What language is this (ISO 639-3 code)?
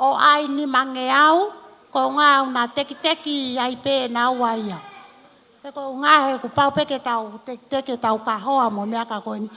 ton